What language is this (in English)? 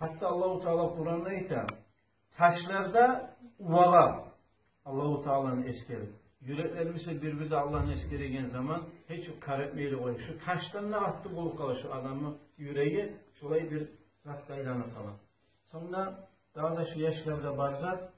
Kumyk